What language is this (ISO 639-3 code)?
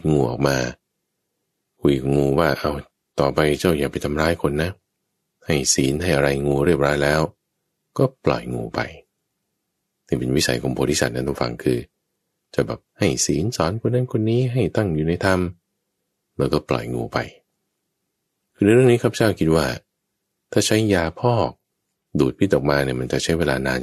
tha